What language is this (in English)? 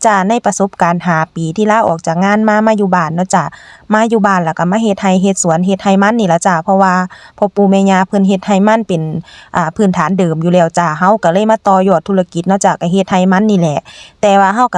Northeastern Thai